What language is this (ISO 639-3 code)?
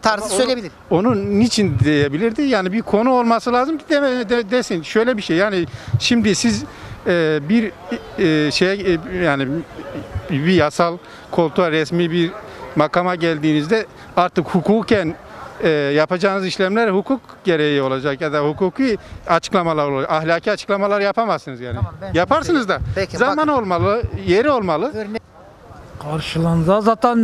tur